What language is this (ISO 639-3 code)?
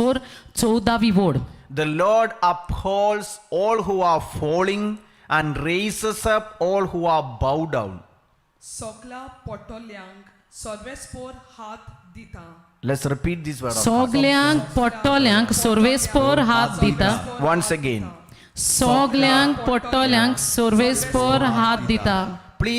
kok